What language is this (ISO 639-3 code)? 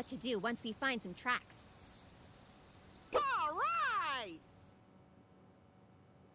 eng